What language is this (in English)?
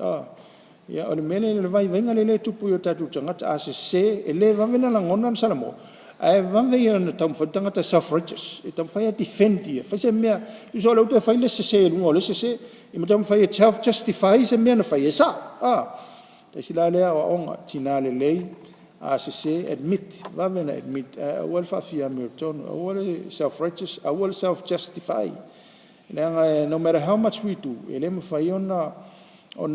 Samoan